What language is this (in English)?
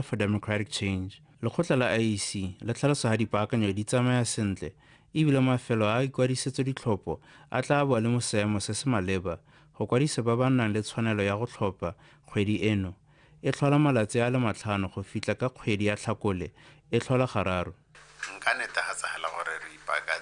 Tswana